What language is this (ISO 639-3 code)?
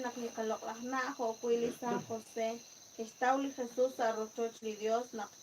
kek